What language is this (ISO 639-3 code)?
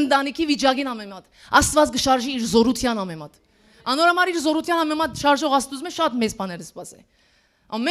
hyw